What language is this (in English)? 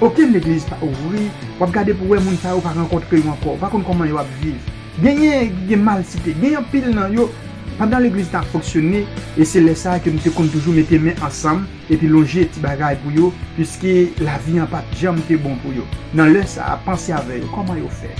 Haitian Creole